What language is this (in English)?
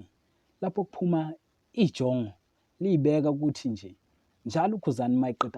Zulu